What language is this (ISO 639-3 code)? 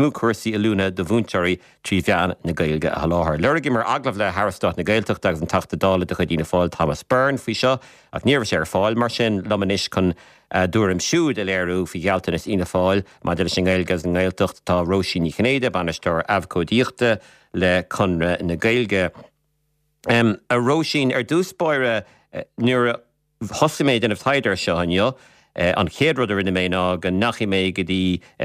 gle